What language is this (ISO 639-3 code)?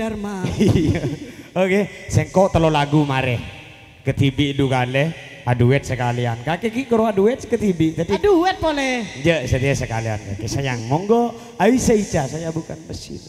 mad